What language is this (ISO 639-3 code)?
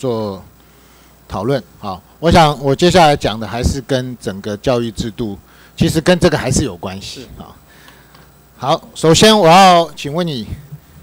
zho